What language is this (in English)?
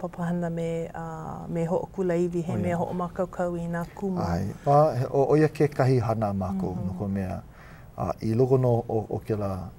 Hawaiian